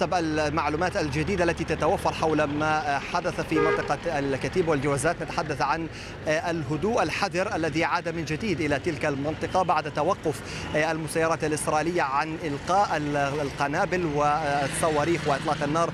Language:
Arabic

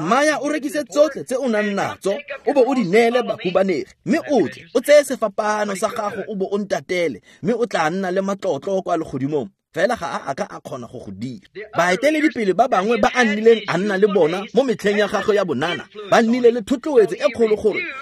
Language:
Tswana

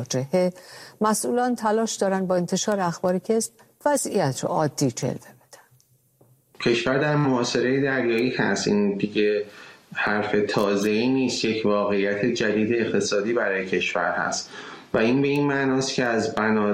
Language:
Persian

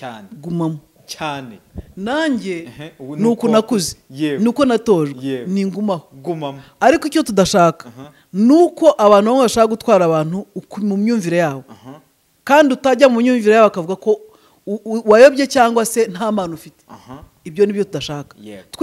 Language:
Kinyarwanda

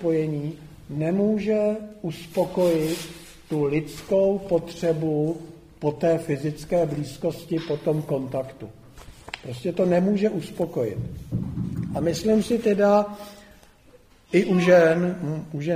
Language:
Czech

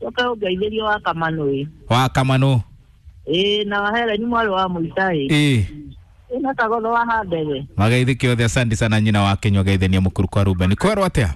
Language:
Kikuyu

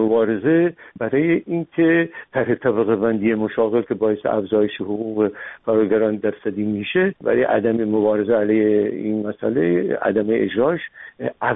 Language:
Persian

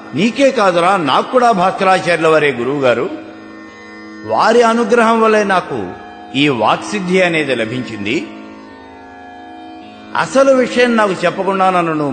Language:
Telugu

